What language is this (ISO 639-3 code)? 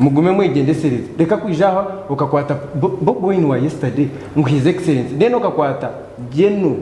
nyn